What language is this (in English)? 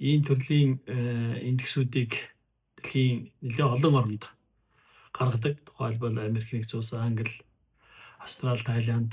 Mongolian